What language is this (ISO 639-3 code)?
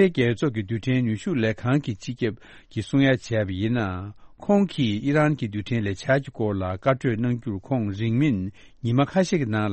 bod